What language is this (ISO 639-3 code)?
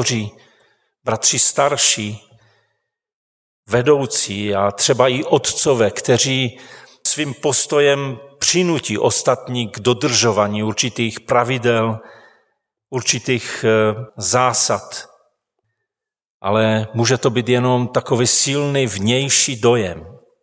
ces